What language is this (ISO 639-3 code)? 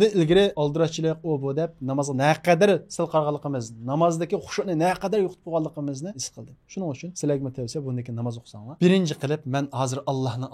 uig